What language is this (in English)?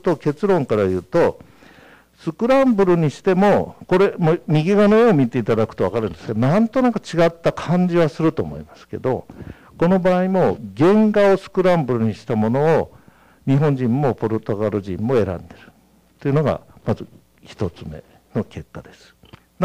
Japanese